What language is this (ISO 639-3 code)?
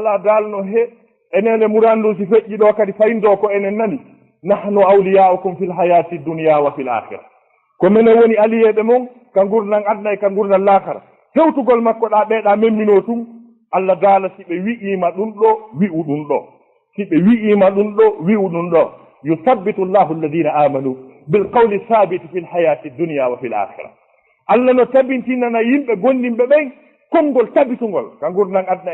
ful